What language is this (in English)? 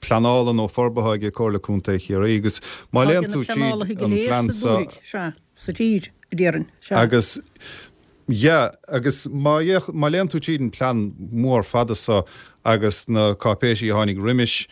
Irish